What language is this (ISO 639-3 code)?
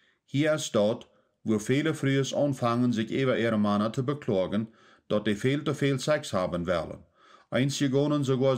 pdt